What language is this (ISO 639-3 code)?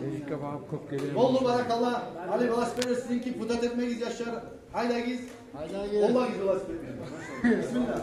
kum